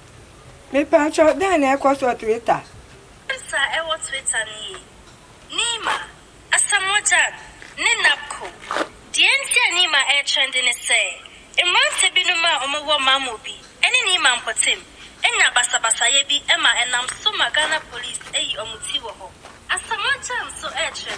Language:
Akan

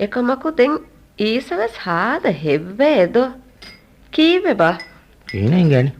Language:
Divehi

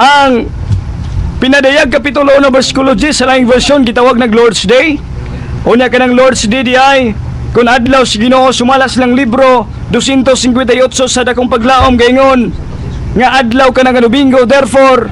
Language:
Cebuano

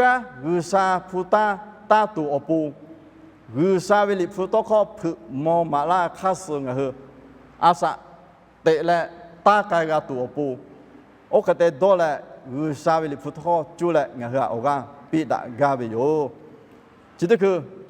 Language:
Lahu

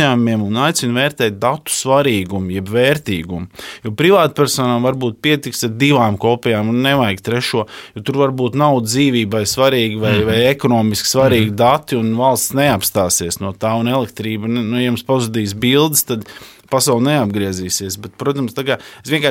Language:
Latvian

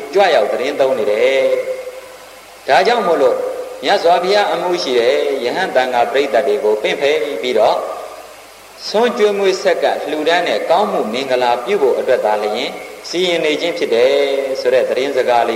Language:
Burmese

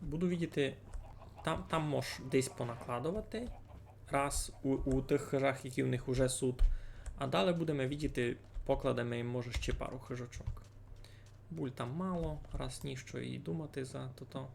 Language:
Rusyn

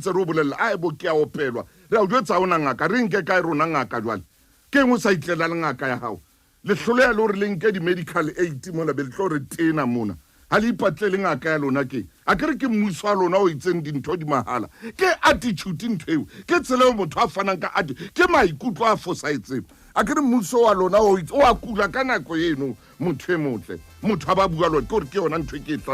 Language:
Southern Sotho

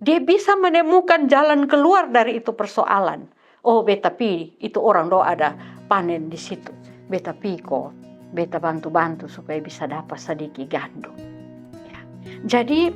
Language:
Kupang Malay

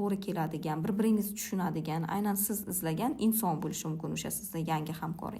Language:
Uzbek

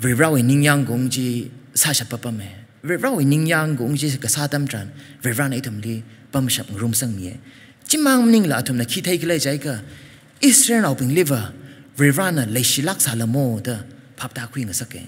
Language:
Tangkhul Naga (India)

